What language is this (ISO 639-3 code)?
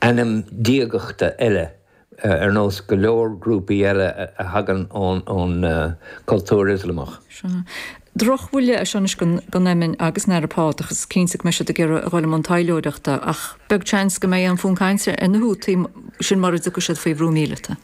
gle